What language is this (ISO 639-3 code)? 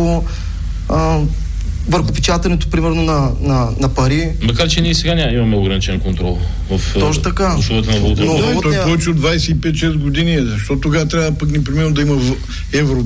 bul